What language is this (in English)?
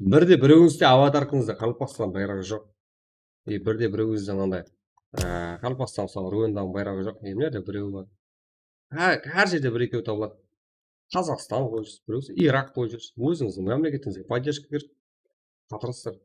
Kara-Kalpak